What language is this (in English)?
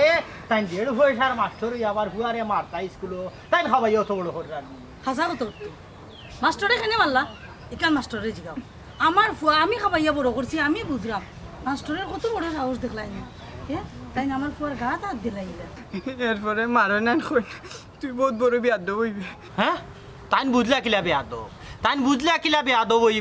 Sylheti